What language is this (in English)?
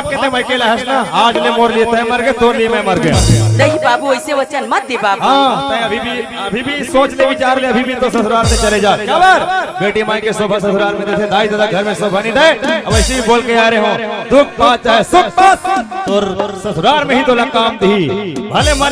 Chhattisgarhi